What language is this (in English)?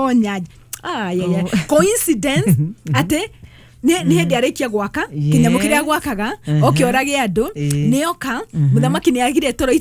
Kikuyu